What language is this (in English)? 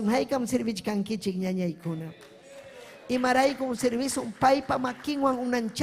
Ayacucho Quechua